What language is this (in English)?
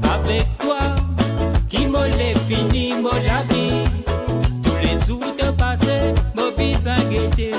Morisyen